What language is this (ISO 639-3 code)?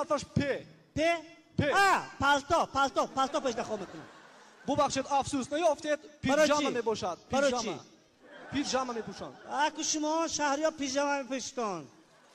tgk